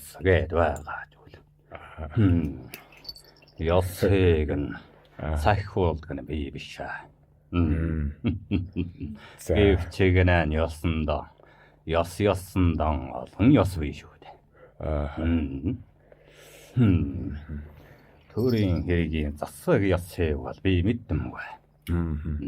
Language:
Mongolian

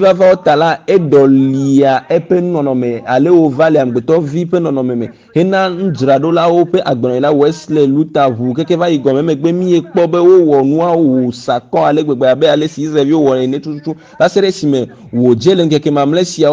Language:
Ewe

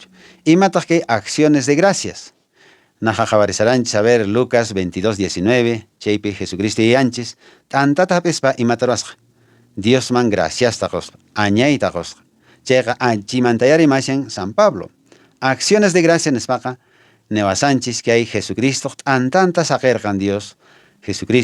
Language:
Quechua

